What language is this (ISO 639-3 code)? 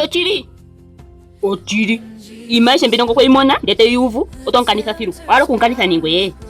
ndo